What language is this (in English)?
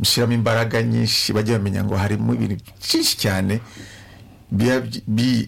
Kinyarwanda